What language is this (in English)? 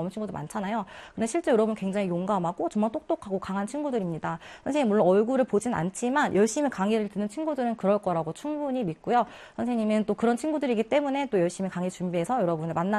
Korean